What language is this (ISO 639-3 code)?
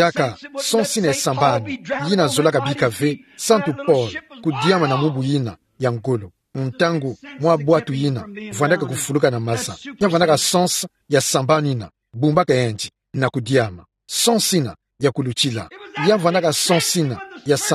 ktu